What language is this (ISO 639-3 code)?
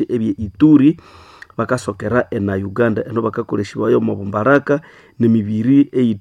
nnb